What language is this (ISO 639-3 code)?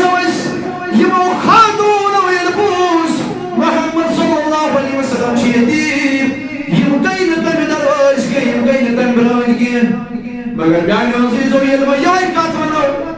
kas